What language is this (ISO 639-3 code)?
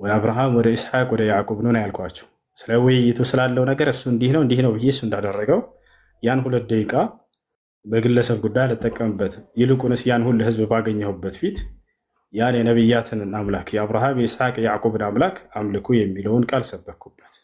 amh